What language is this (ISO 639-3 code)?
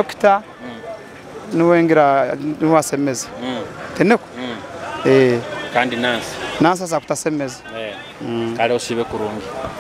nyo